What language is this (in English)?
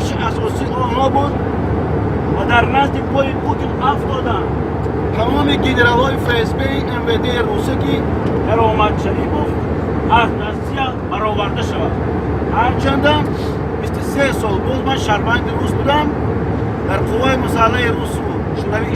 Tajik